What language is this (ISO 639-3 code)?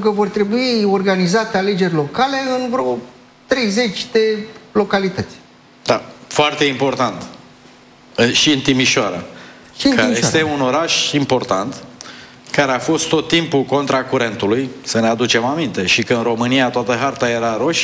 ron